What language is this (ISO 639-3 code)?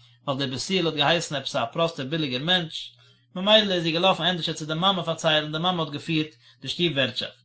yid